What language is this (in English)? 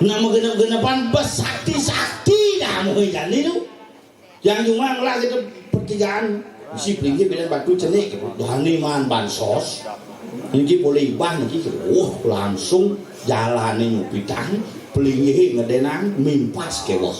Balinese